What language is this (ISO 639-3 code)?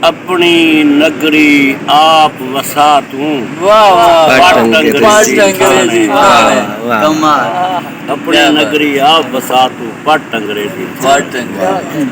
skr